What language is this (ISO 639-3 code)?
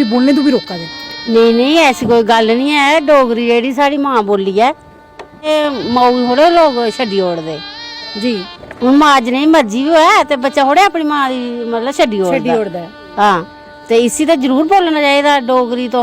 doi